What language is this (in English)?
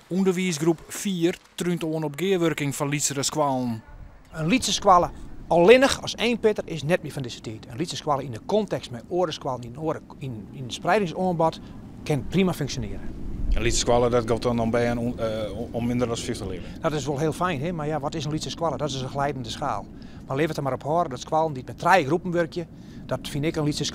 Western Frisian